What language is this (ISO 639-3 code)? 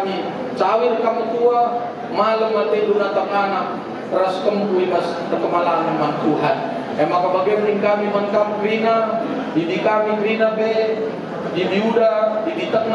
btx